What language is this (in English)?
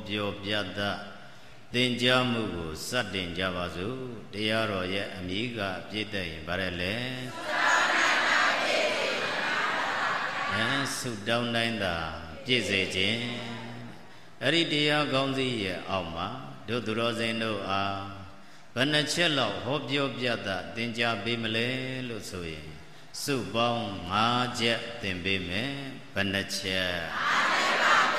Burmese